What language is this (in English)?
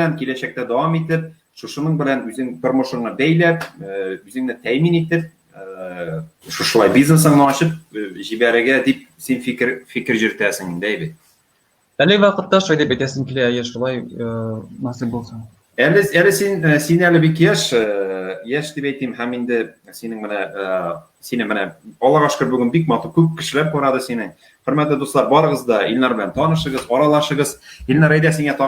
Tatar